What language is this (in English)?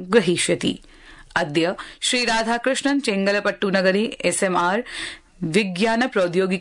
Sanskrit